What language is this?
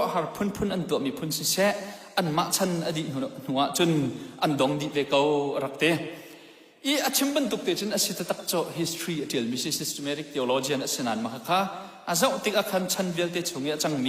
Hakha Chin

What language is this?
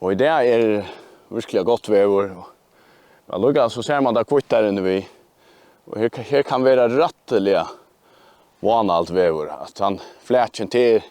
Faroese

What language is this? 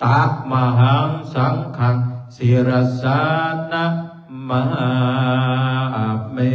Pali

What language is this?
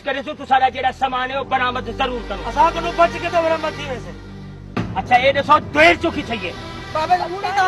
Saraiki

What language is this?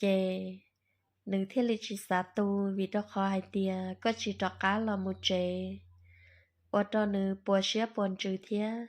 Hmong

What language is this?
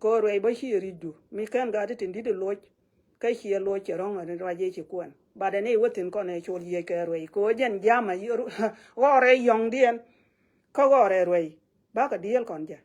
Nuer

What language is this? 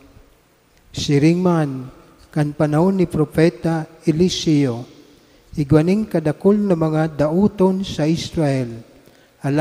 Bikol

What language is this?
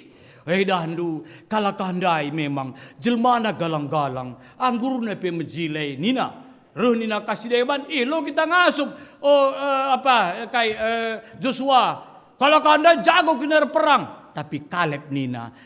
Batak Karo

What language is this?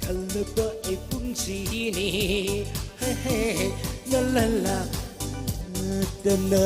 Tangkhul Naga (India)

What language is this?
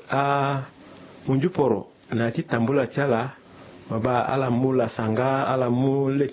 Sango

